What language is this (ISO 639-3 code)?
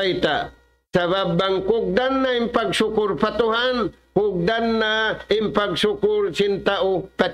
tsg